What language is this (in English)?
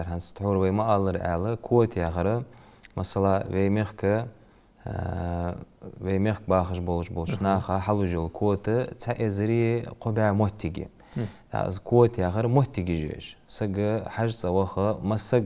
Ingush